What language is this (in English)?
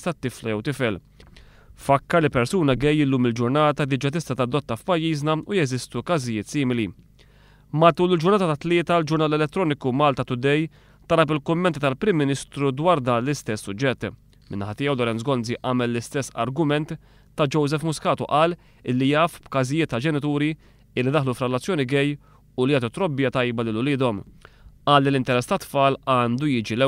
Maltese